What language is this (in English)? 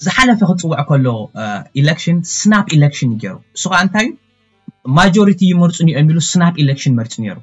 Tigrinya